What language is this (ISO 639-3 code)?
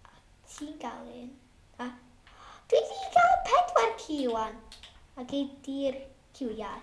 cym